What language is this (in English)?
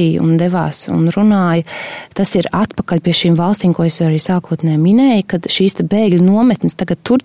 Latvian